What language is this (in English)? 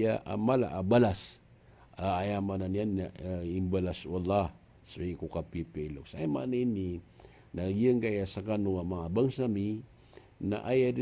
Maranao